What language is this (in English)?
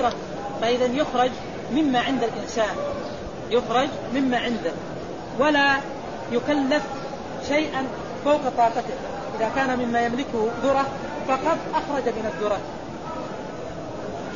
Arabic